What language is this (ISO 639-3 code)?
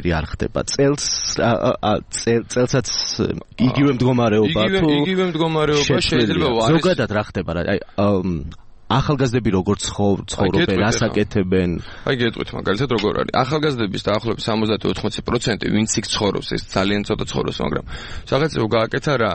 kat